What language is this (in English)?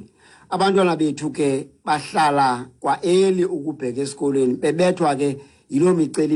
Xhosa